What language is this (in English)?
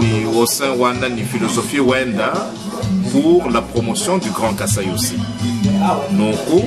Luba-Lulua